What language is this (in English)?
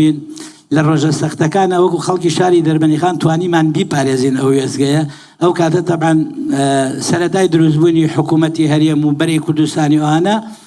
Central Kurdish